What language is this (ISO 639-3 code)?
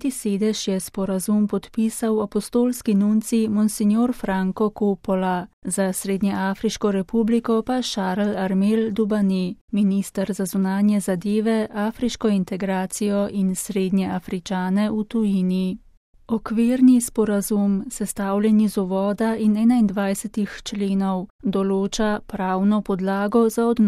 slv